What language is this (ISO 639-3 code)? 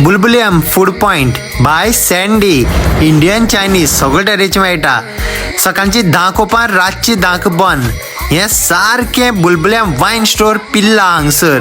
kok